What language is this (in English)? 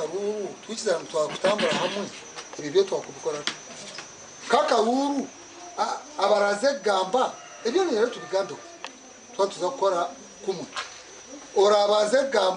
Nyankole